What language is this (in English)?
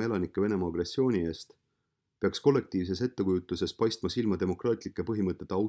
Estonian